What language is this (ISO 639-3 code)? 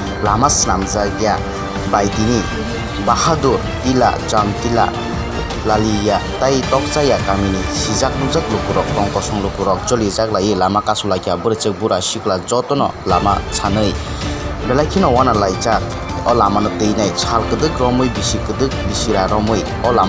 trp